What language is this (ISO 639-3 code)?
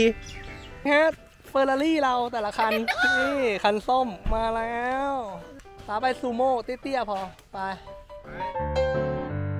tha